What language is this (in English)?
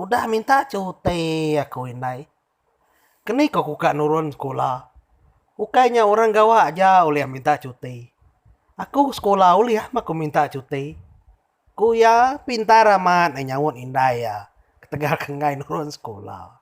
Iban